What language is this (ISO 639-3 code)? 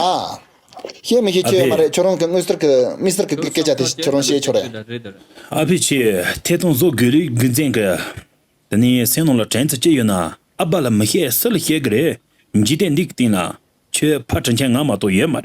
khg